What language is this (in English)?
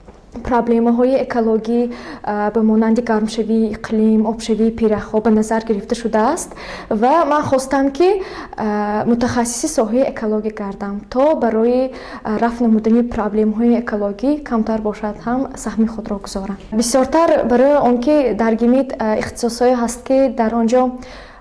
Tajik